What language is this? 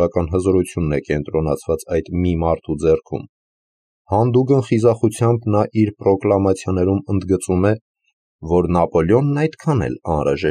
Armenian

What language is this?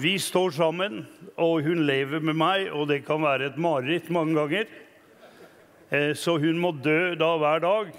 Norwegian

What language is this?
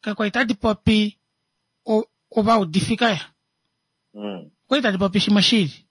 Kuanyama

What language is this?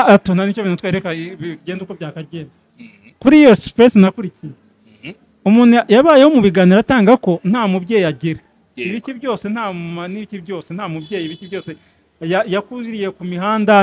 Kinyarwanda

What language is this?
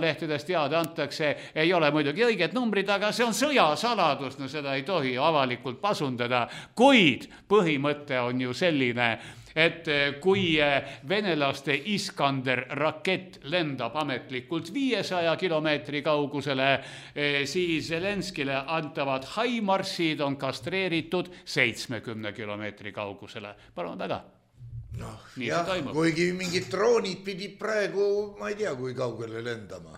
Estonian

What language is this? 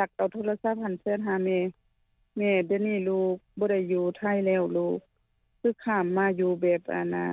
Lao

